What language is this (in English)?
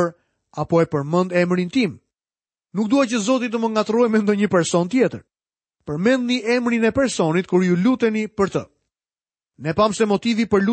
Albanian